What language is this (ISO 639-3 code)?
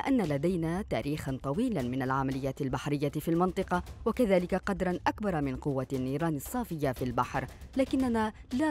ara